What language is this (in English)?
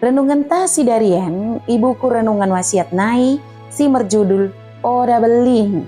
Batak Dairi